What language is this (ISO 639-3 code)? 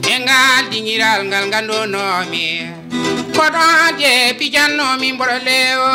ful